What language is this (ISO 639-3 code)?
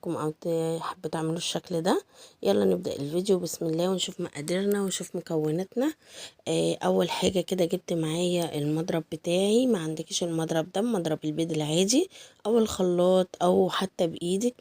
arz